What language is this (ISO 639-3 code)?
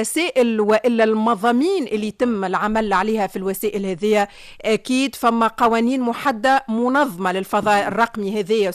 aeb